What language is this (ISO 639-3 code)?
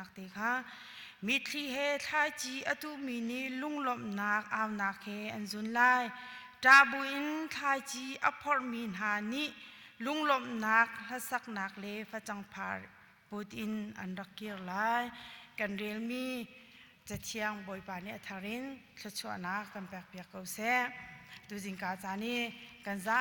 cnh